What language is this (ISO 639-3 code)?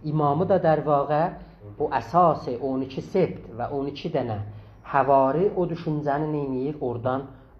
azb